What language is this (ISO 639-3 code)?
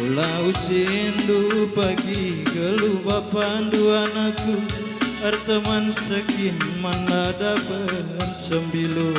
btx